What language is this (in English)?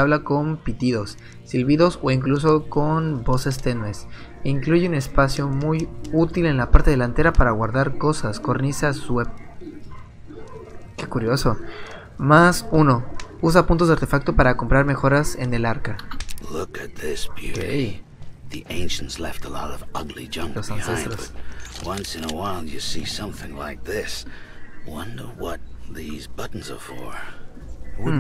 Spanish